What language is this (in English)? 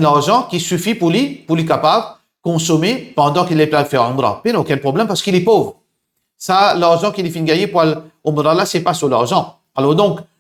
Morisyen